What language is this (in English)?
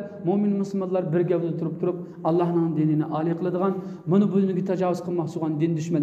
Uyghur